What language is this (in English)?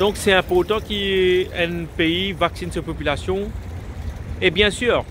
Morisyen